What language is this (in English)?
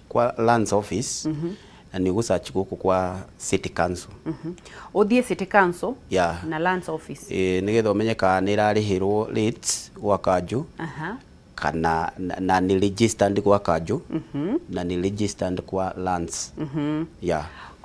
Kikuyu